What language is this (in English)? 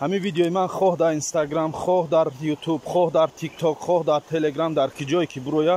Tajik